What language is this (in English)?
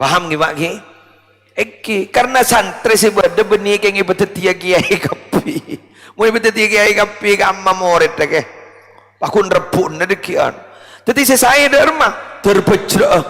Madurese